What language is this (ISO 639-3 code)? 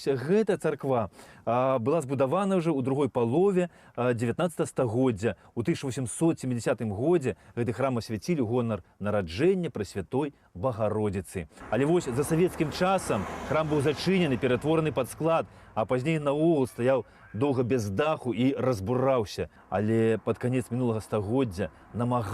bel